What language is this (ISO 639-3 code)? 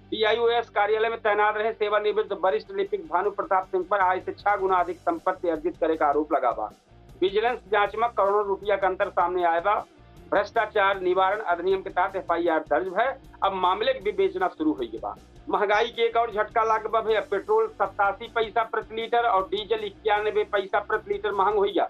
awa